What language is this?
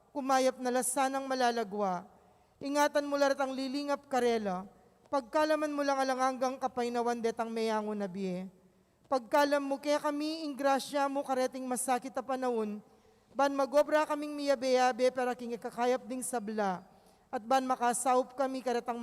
Pampanga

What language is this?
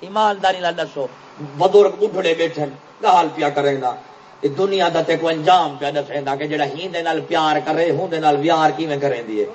Saraiki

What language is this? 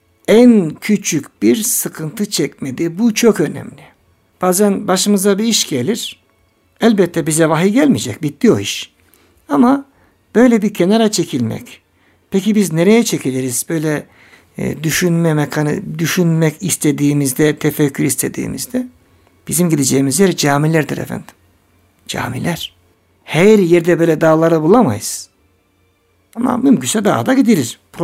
Turkish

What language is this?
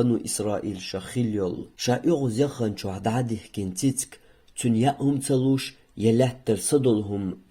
Chechen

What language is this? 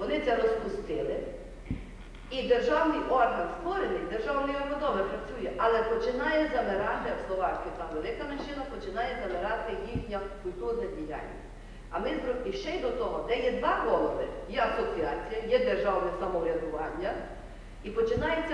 Ukrainian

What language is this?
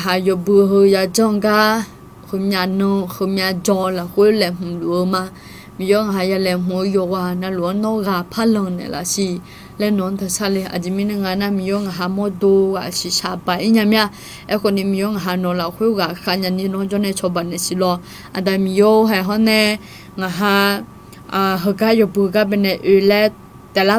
Akha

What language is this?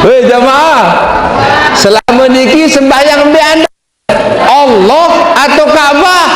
Sasak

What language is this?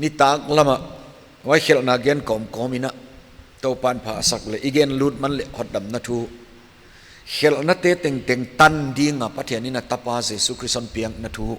Paite Chin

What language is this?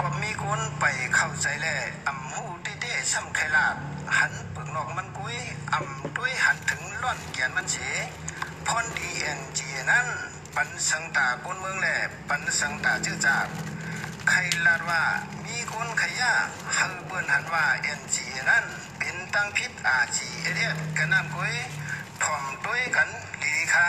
Shan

